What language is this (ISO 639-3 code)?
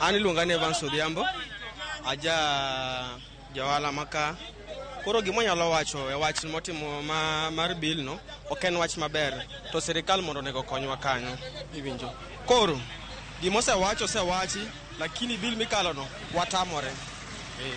luo